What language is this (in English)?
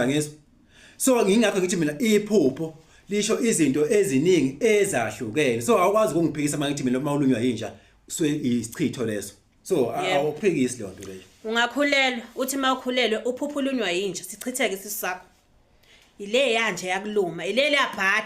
Zulu